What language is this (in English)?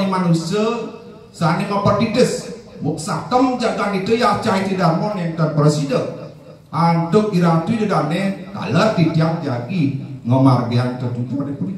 Balinese